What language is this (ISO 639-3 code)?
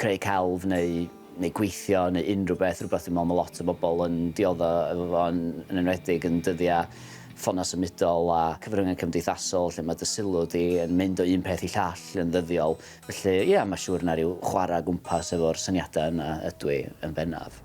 cym